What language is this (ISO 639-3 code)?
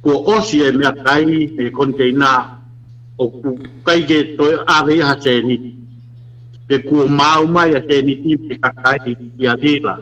ton